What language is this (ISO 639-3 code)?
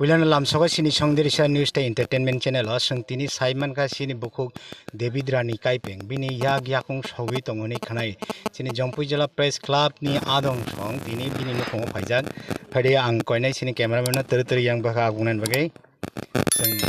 trp